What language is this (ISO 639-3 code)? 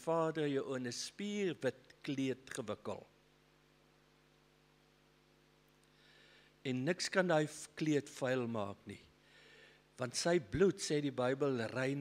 afr